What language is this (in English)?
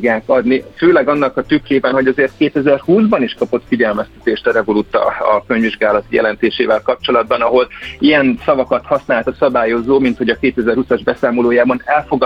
Hungarian